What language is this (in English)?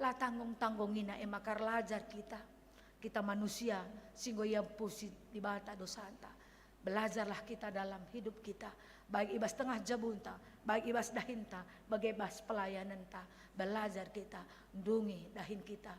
Batak Karo